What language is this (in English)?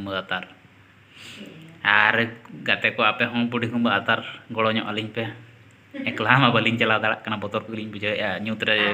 Santali